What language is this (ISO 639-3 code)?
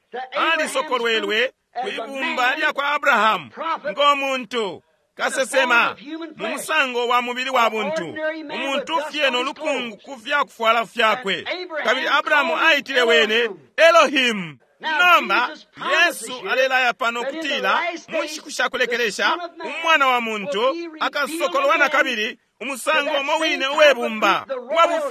bem